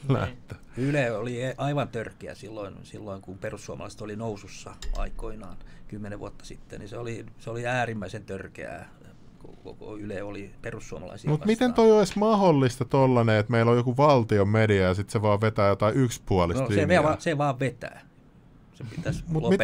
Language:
Finnish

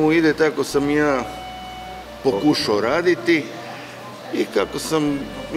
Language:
Croatian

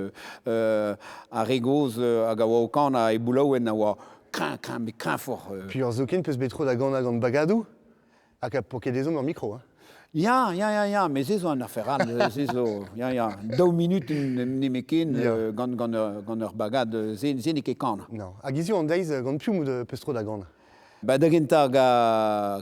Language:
Breton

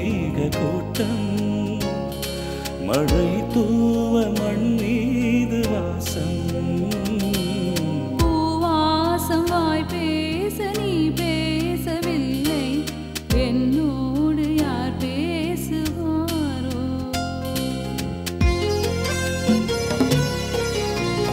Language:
Tamil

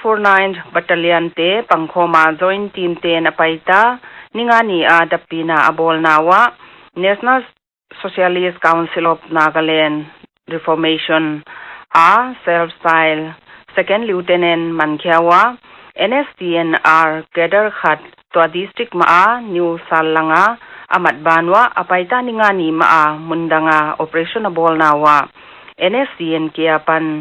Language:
Paite Chin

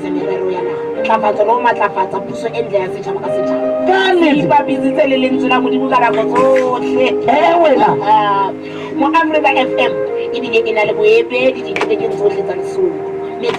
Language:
Southern Sotho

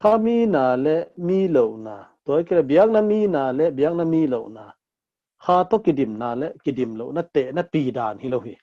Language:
Tedim Chin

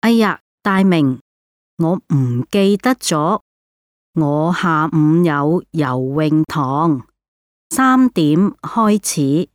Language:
Cantonese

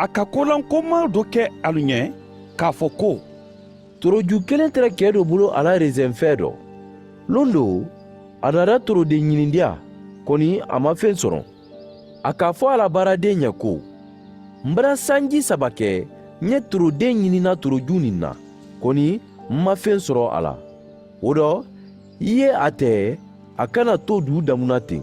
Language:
Mandingo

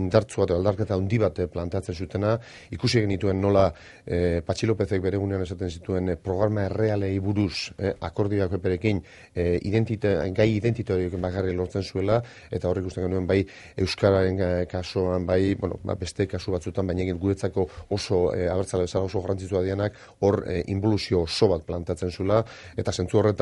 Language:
Basque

